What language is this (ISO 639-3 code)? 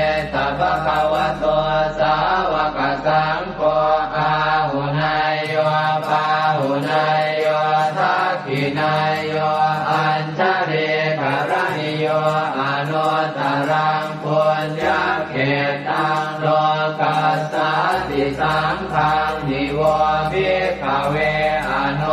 pli